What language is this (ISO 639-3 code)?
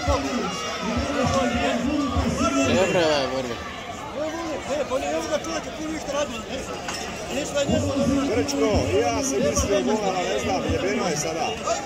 hrv